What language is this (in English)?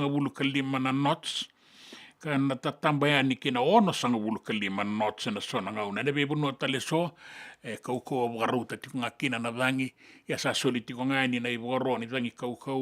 Fijian